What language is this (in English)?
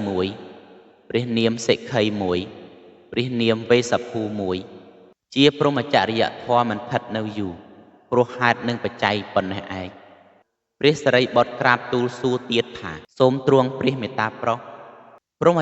Khmer